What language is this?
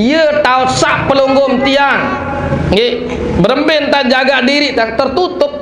Sasak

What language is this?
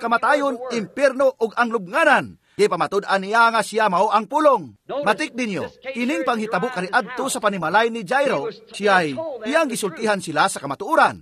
Cebuano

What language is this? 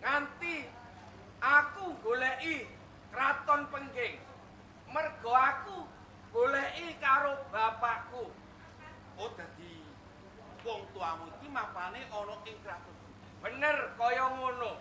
Javanese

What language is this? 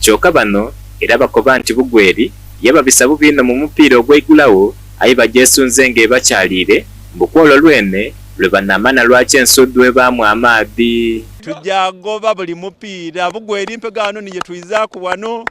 Soga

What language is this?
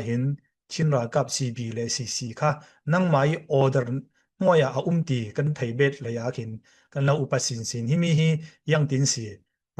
Falam Chin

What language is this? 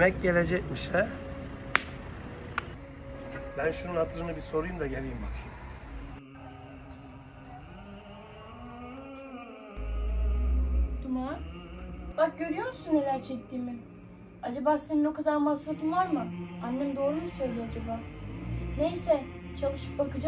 Turkish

